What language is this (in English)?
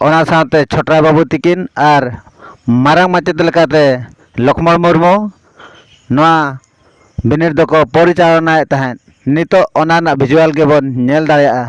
Santali